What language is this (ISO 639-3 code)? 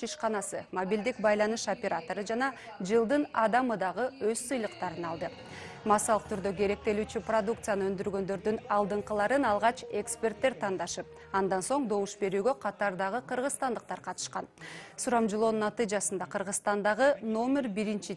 kir